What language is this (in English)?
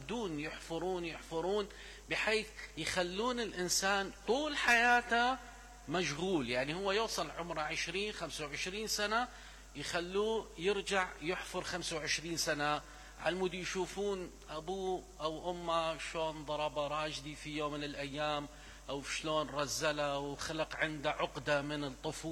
Mesopotamian Arabic